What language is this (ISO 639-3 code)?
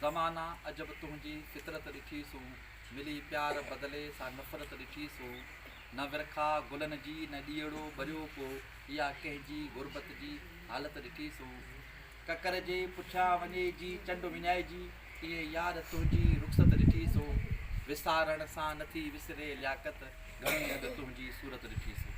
snd